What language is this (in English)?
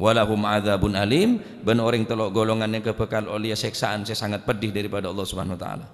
Madurese